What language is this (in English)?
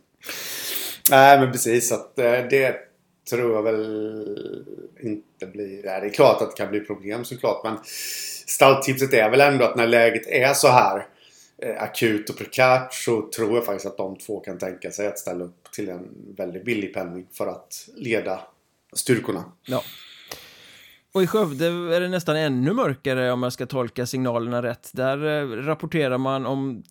Swedish